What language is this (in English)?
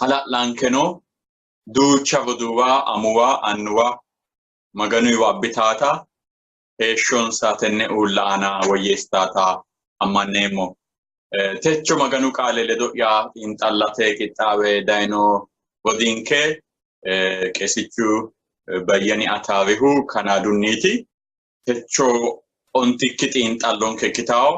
Sidamo